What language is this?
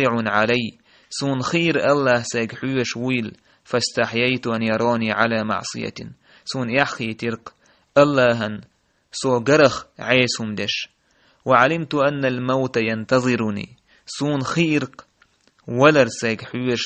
Chechen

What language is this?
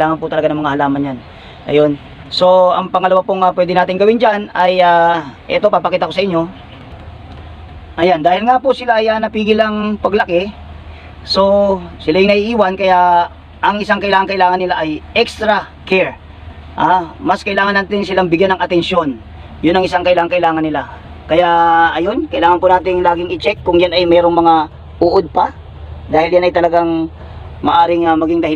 Filipino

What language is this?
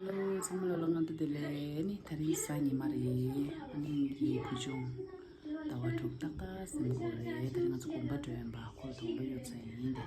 Tibetan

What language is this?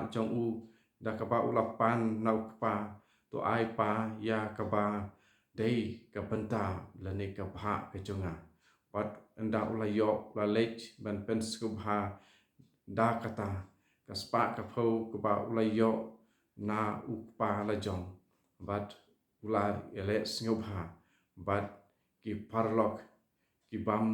Khasi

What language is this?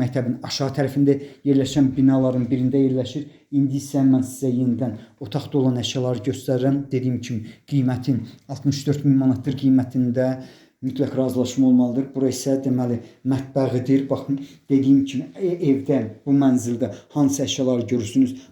Azerbaijani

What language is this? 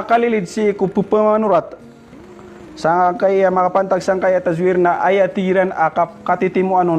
Maranao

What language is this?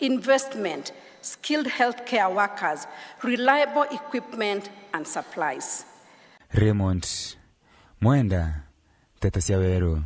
Meru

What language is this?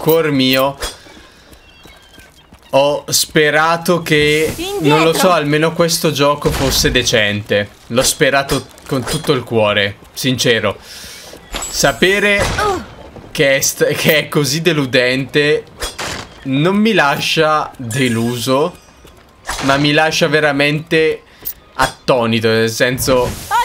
Italian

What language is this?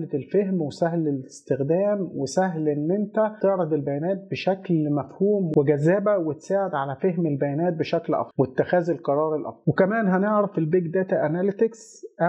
Egyptian Arabic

